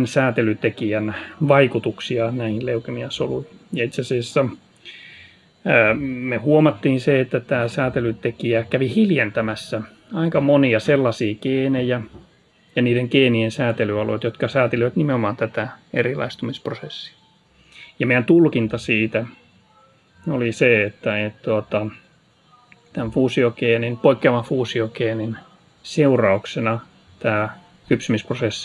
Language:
Finnish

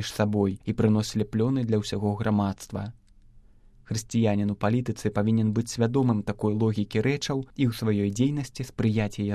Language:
Belarusian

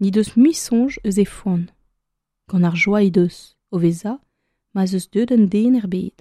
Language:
Breton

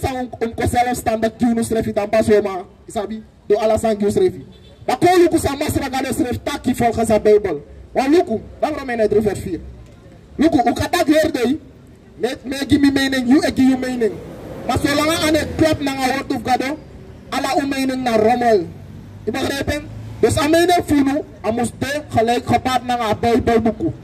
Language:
Sranan Tongo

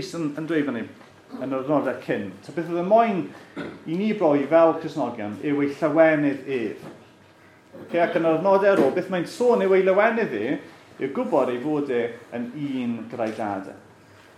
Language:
Welsh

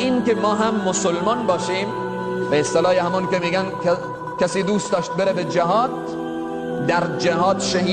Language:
Persian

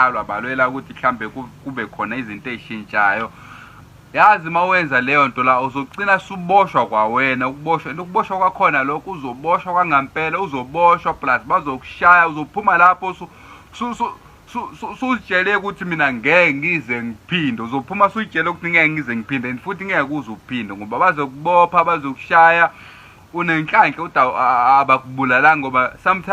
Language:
Zulu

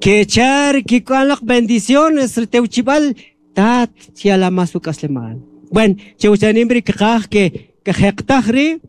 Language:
Kʼicheʼ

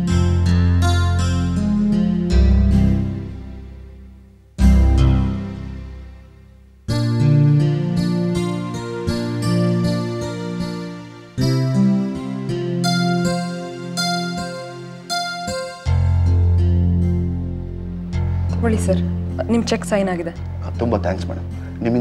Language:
Kannada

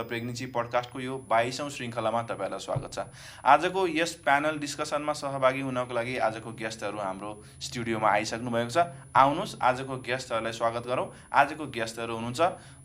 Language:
Nepali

